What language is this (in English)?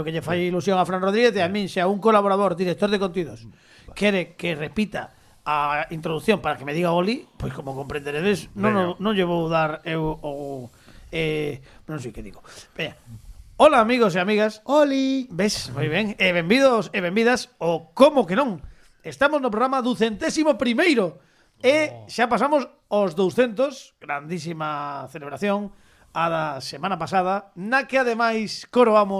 Galician